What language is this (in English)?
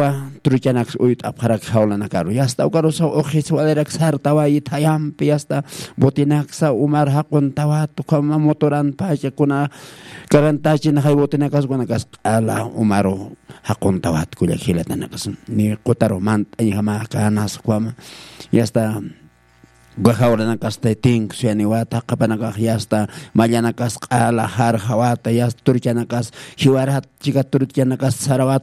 Aymara